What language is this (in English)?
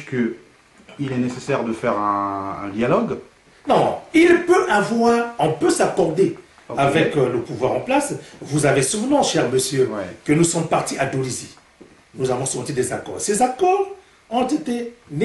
French